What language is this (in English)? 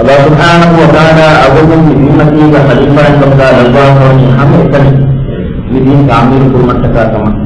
Divehi